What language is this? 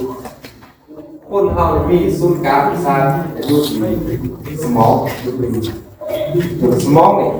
Lao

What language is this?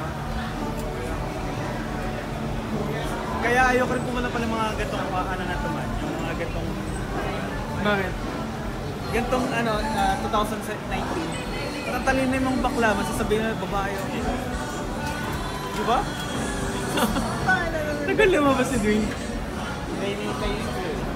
Filipino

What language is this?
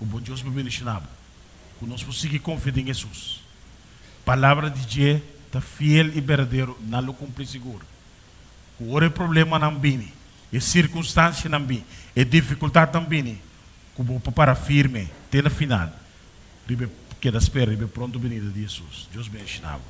Papiamento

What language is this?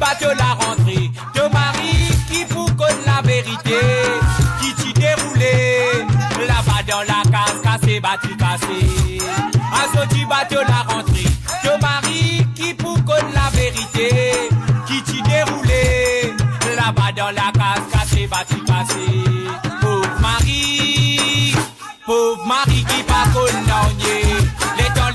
Morisyen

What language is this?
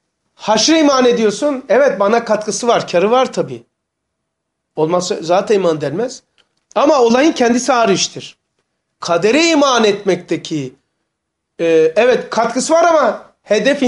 Turkish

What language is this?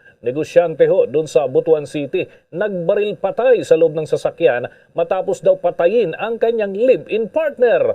Hiligaynon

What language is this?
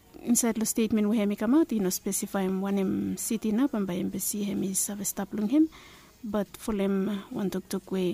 Bislama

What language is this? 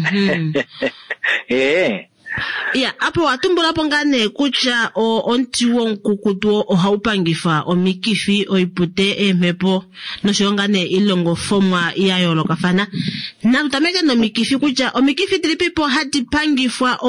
Kuanyama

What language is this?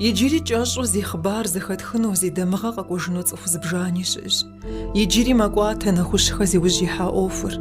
Kabardian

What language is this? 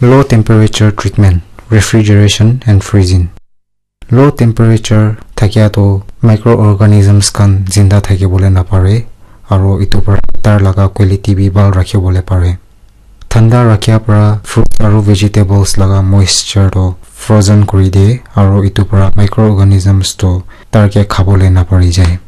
Naga Pidgin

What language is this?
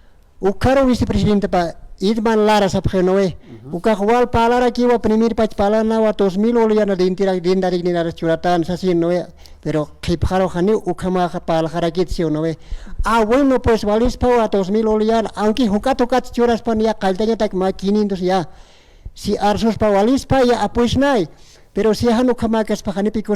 Aymara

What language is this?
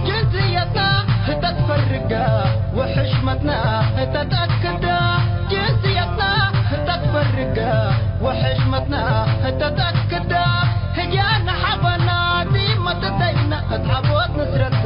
Tigre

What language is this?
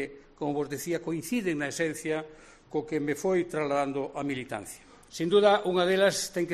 Galician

